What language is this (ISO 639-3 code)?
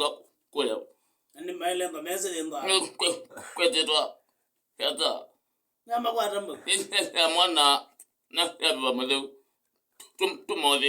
kam